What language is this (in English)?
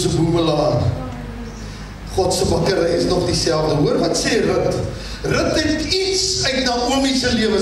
Afrikaans